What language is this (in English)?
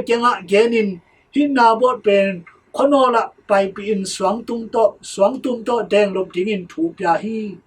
Tedim Chin